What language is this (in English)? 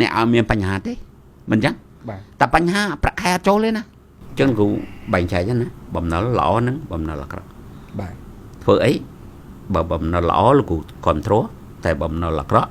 Khmer